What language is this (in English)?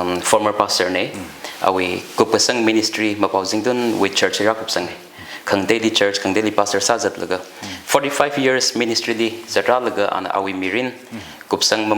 Tangkhul Naga (India)